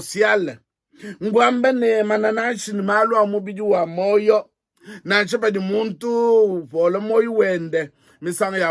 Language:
Luba-Lulua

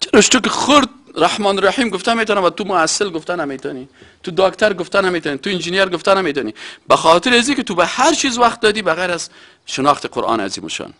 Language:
Persian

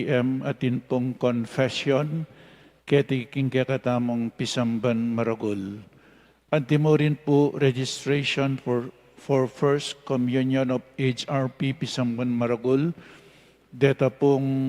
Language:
Pampanga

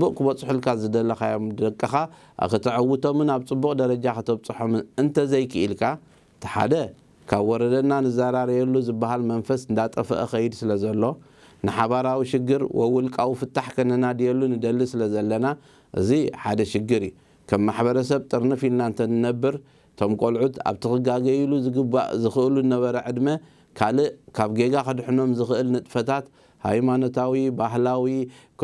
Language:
Tigrinya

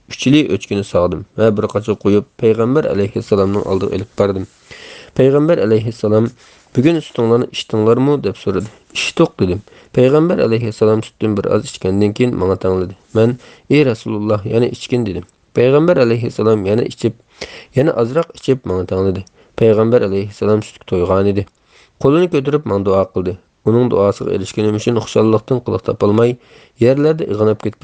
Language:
Uyghur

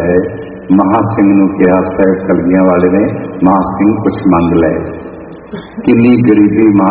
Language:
Punjabi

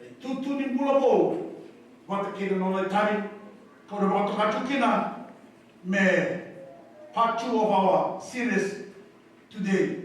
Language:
Fijian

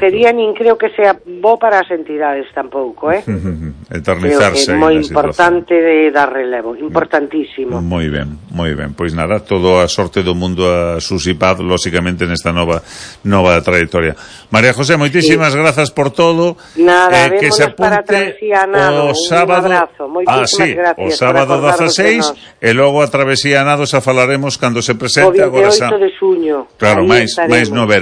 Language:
Galician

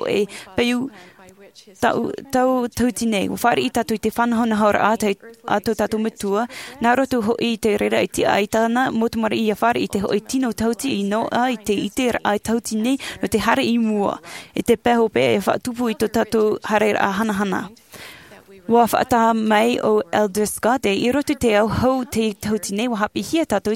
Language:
Tahitian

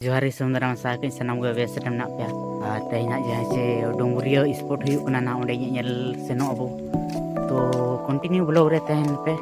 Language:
Santali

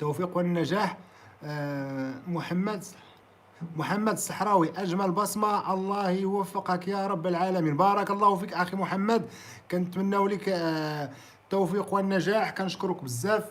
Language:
Moroccan Arabic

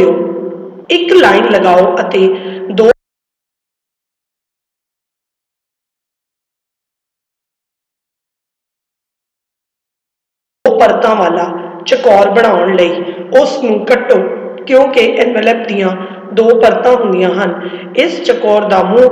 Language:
Punjabi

